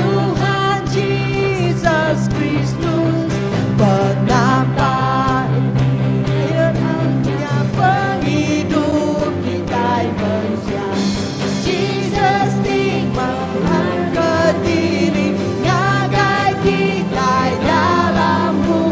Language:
Iban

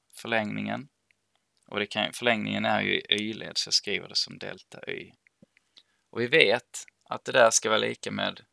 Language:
Swedish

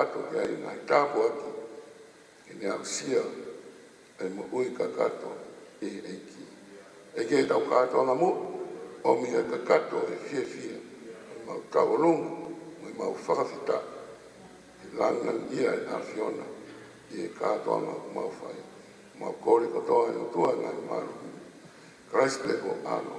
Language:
Tongan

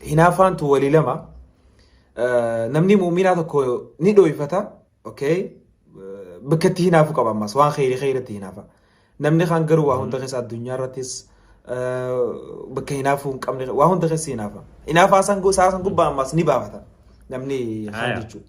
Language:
Oromo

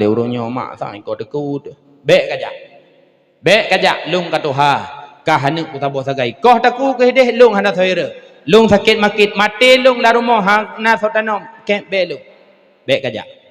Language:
Achinese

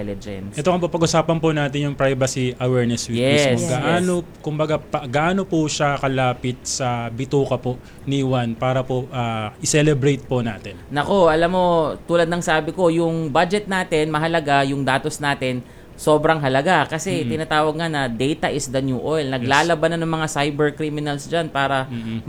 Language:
Filipino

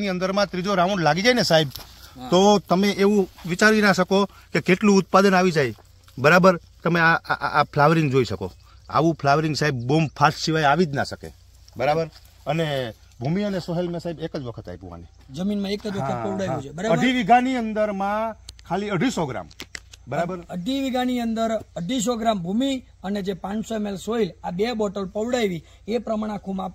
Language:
Gujarati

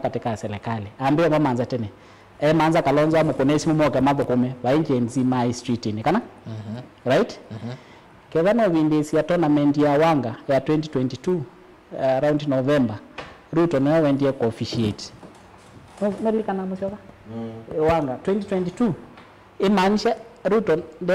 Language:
Kamba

